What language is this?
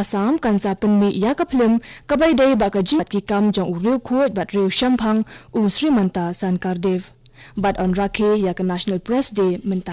Khasi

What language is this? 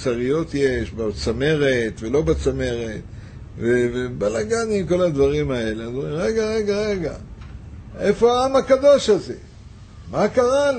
Hebrew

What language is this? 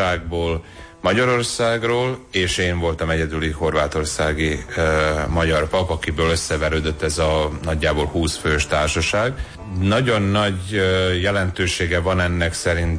Hungarian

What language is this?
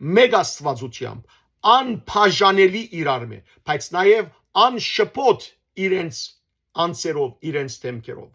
Western Armenian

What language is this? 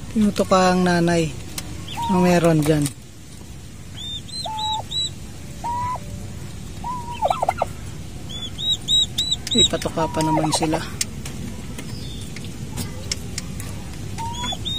Filipino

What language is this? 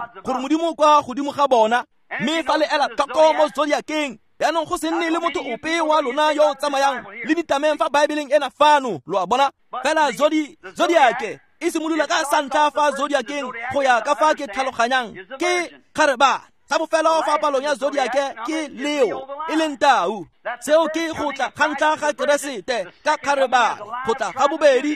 Tswana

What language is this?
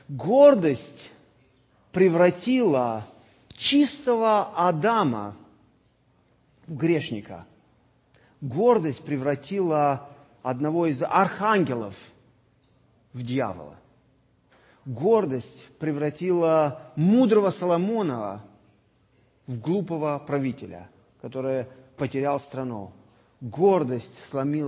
Russian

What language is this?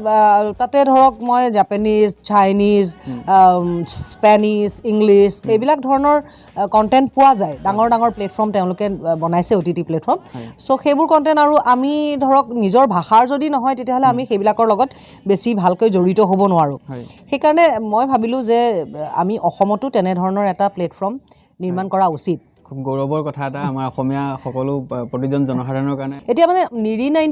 Assamese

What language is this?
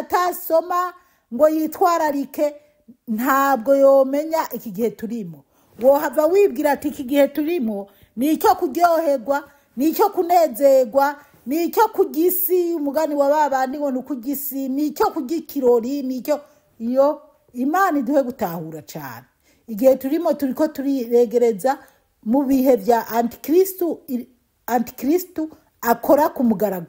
Rundi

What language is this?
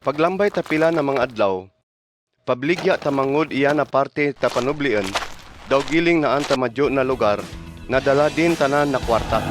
Kagayanen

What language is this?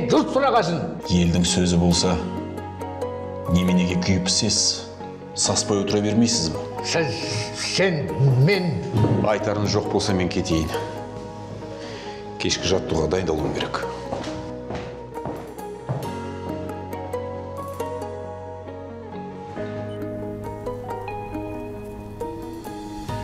Kazakh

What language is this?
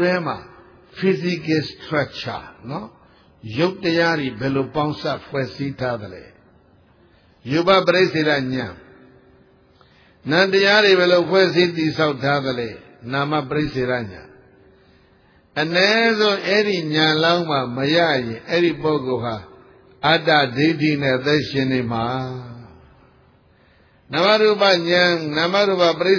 Burmese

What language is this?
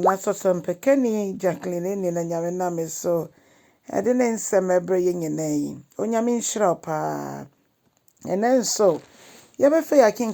Akan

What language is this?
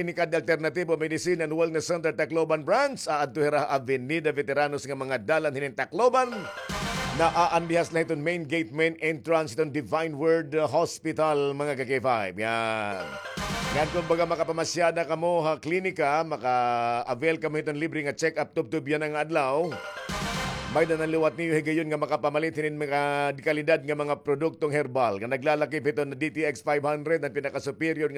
Waray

